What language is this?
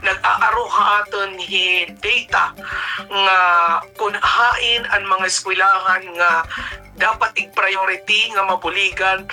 Waray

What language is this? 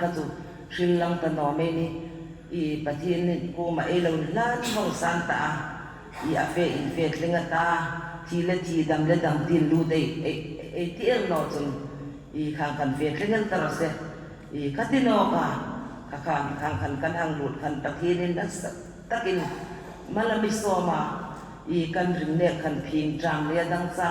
Hmar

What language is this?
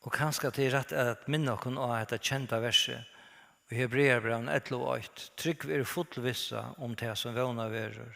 Faroese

